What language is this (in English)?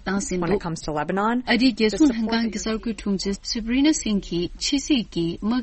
Tibetan